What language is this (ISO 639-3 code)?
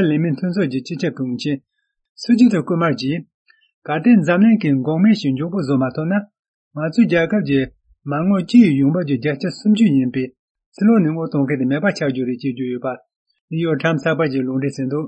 bod